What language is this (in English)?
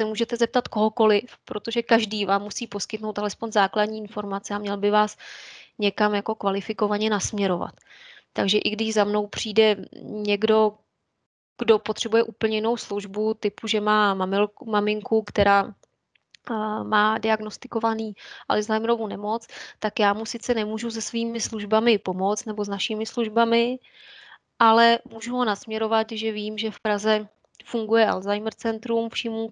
Czech